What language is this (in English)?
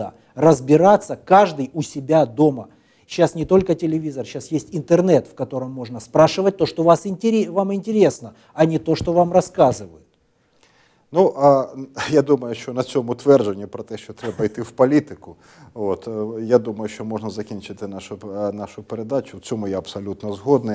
Ukrainian